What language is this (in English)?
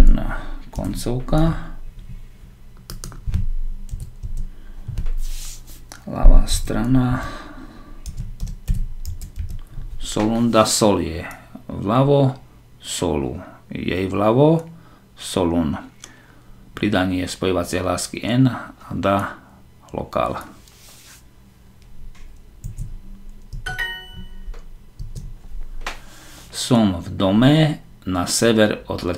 Slovak